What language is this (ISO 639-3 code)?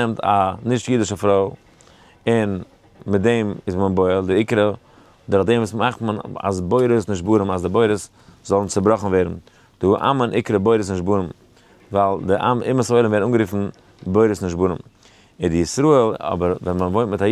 yid